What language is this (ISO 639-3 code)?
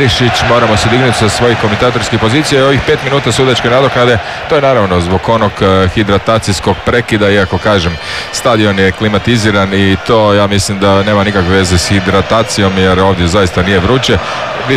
hrv